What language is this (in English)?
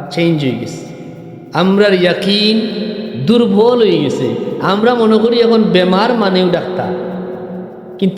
Sylheti